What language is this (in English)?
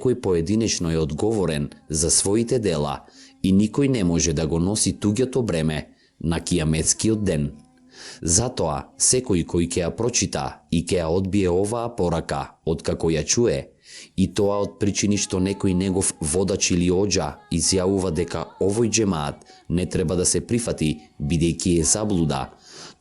Macedonian